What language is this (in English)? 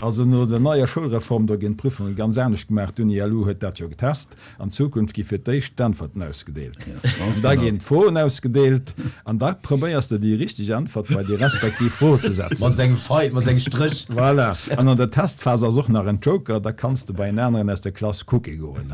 Luxembourgish